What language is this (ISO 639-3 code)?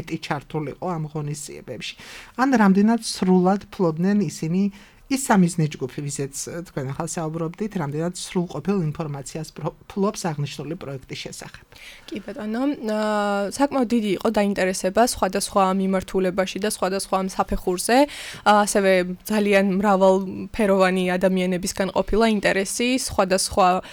kat